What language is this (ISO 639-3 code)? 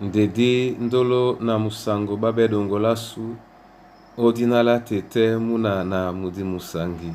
dua